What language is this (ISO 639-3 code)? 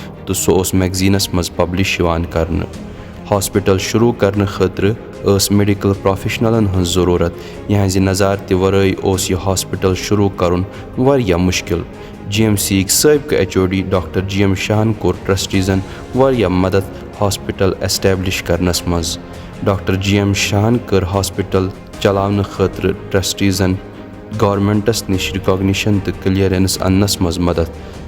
kas